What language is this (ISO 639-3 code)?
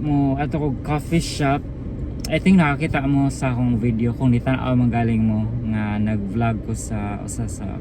ceb